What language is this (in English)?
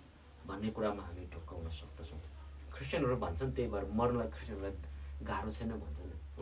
Nepali